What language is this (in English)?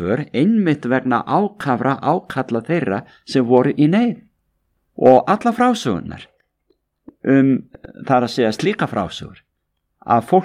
Icelandic